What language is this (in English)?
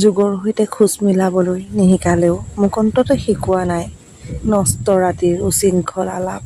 Assamese